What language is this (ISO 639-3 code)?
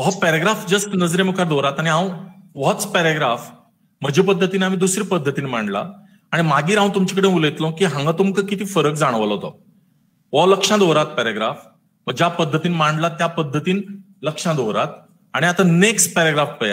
kok